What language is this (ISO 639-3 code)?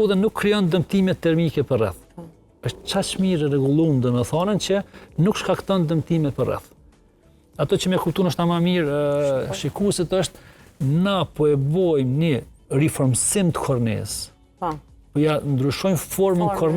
sqi